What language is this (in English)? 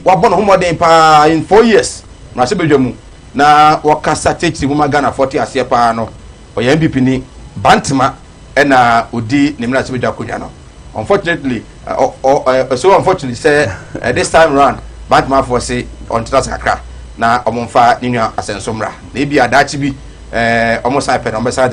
Akan